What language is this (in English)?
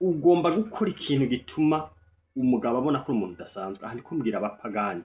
Rundi